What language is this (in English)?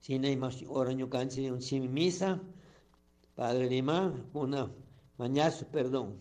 Chimborazo Highland Quichua